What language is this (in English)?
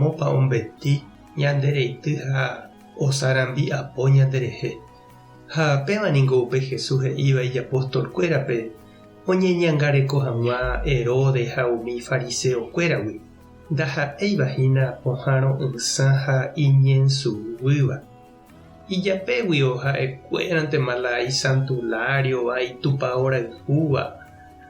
Guarani